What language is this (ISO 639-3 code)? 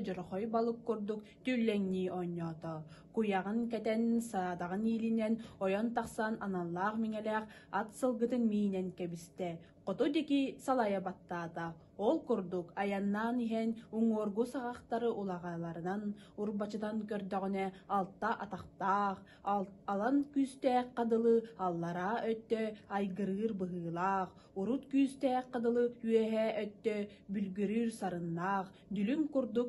sah